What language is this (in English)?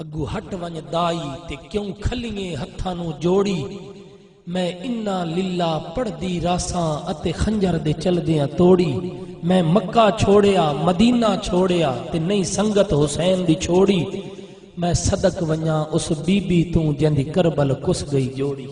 Saraiki